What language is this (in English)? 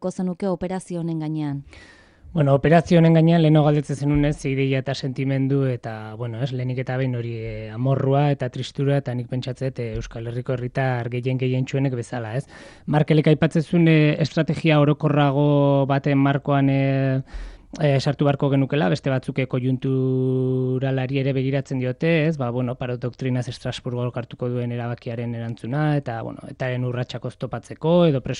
Basque